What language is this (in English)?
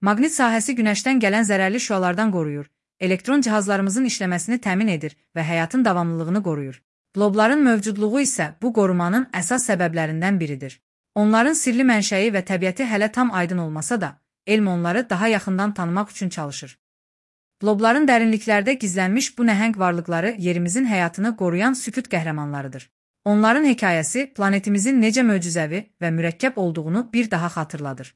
Azerbaijani